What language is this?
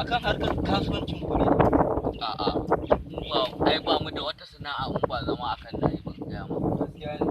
Hausa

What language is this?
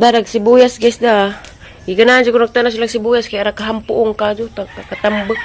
Cebuano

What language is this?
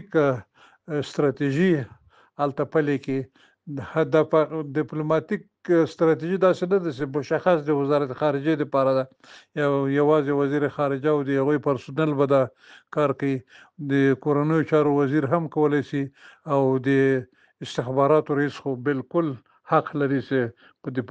Pashto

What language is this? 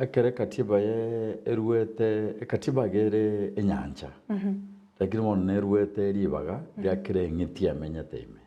Gusii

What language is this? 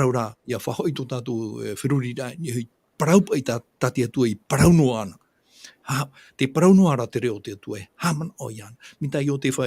Tahitian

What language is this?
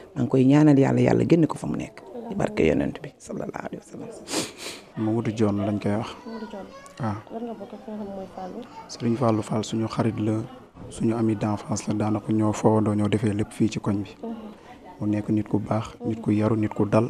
Wolof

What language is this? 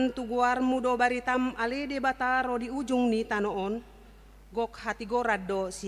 Batak Toba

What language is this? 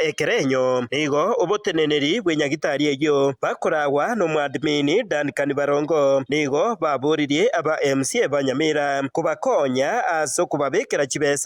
Gusii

